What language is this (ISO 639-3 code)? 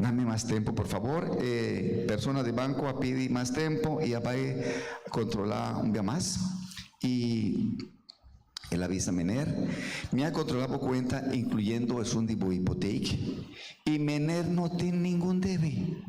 pap